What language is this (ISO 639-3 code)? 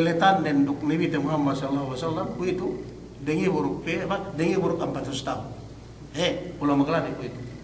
yka